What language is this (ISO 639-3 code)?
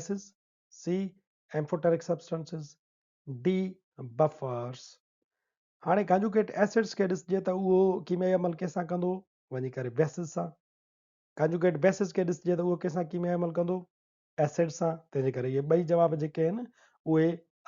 snd